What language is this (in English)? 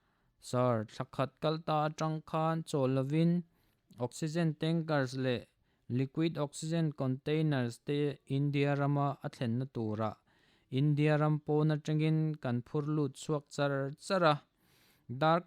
Mizo